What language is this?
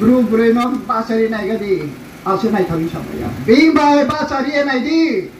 Riang (India)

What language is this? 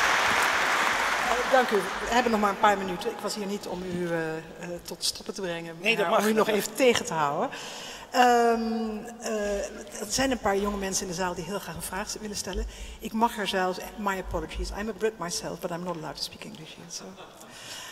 Dutch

